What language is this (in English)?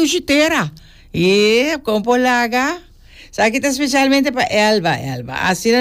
Papiamento